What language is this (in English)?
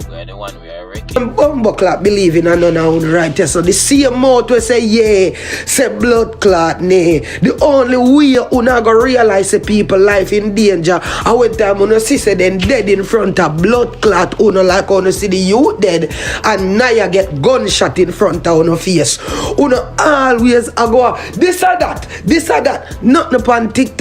Jamaican Creole English